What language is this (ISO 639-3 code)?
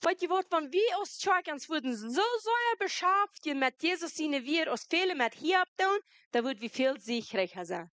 pdt